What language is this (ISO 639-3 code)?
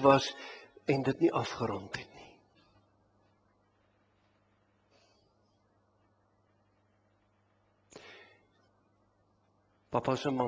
afr